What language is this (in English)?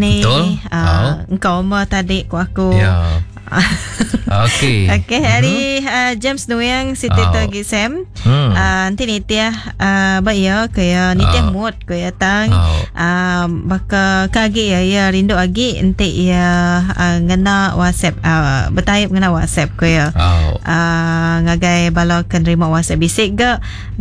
Iban